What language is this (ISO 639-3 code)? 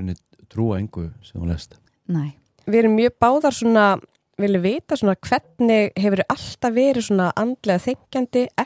isl